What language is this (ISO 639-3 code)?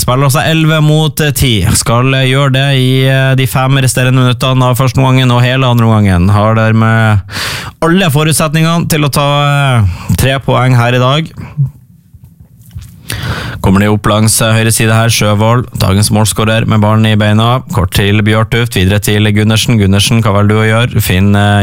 nor